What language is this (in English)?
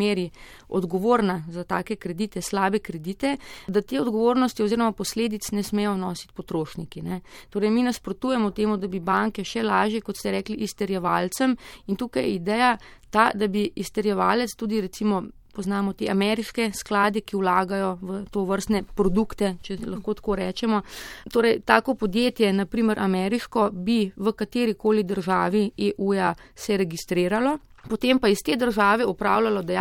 Slovenian